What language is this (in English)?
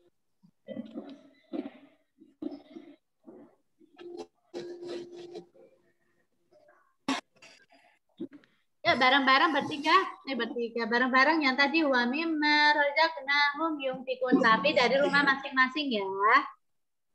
Indonesian